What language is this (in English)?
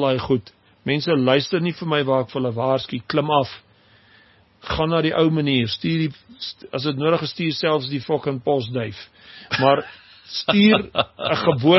Afrikaans